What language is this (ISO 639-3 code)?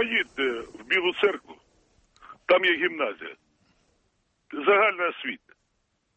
ukr